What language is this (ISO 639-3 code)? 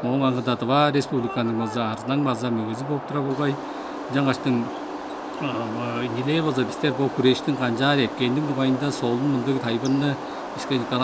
tyv